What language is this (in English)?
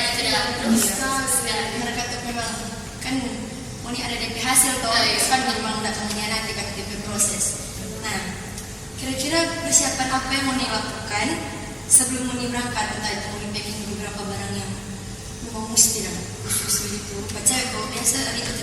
Manado Malay